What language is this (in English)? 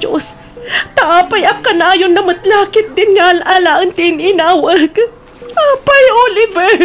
Iloko